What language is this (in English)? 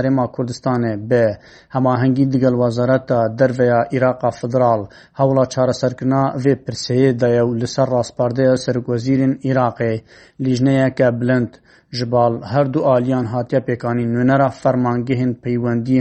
Kurdish